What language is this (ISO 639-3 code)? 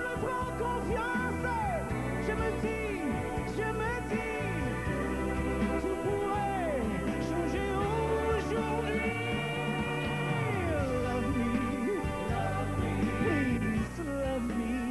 fra